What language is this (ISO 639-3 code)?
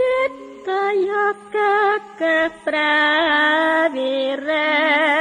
jav